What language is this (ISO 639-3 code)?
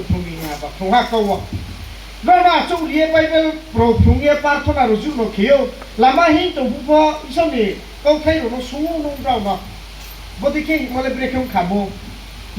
ria